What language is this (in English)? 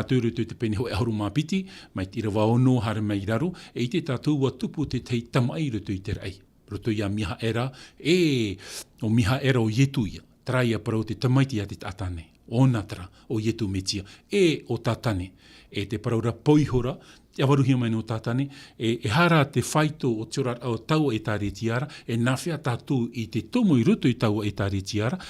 Tahitian